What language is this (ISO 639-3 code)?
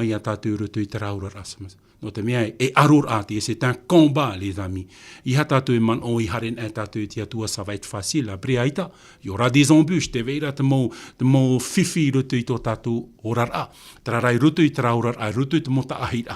tah